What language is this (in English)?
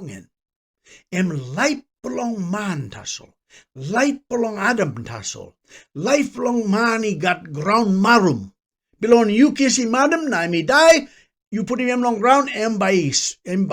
Tok Pisin